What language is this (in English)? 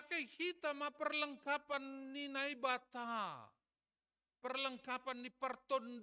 Batak Simalungun